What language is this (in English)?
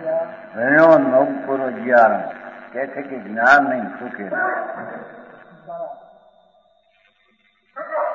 Gujarati